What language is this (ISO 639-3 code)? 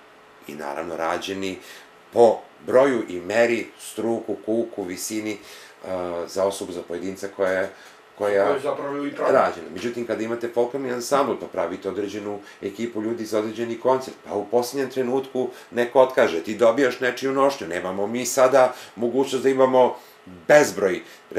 srp